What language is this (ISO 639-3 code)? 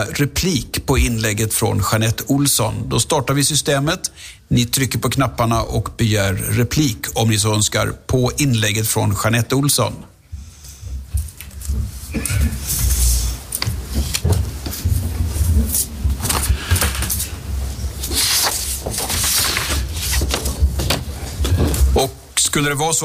swe